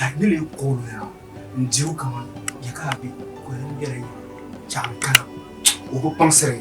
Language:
Dagbani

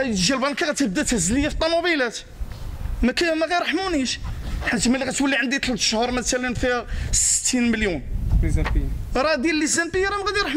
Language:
Moroccan Arabic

